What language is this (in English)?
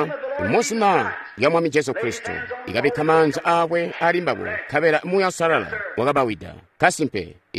Tonga (Zambia)